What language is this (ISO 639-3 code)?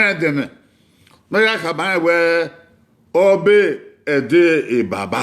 bin